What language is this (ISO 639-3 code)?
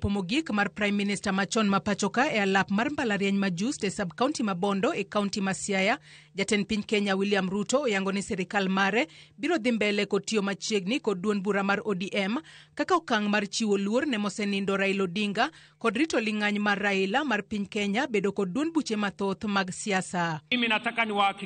luo